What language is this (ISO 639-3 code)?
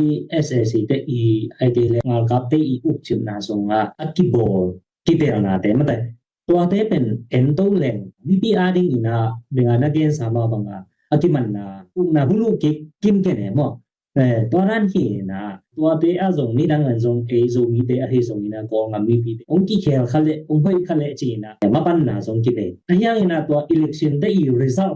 ctd